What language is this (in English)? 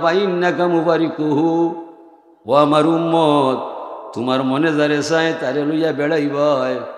Sylheti